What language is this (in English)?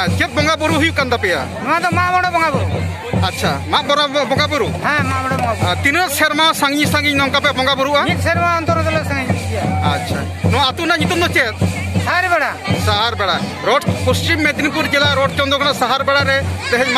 Santali